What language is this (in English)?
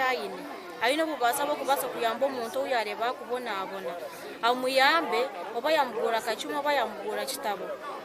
Nyankole